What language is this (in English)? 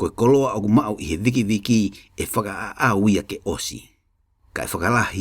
Tongan